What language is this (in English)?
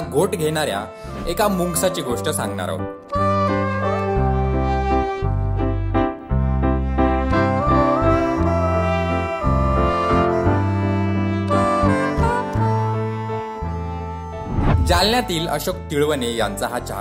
Marathi